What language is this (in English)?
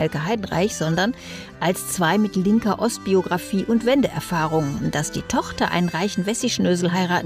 German